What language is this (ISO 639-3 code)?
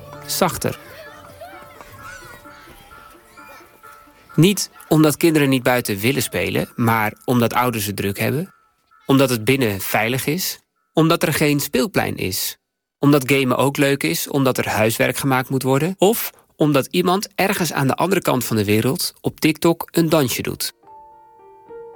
nld